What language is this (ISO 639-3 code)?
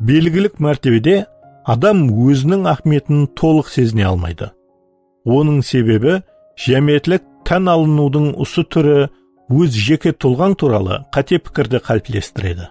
kaa